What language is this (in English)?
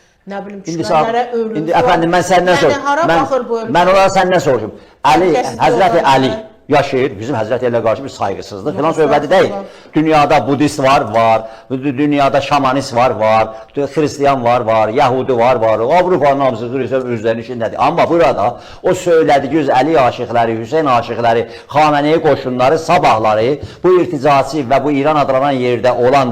Azerbaijani